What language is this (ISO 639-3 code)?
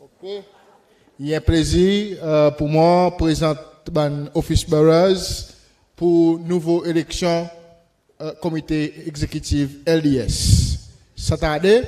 crs